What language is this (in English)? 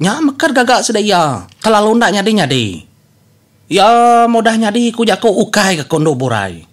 Iban